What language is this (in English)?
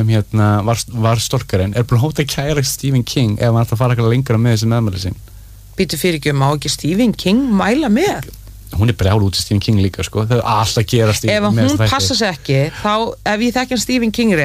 Icelandic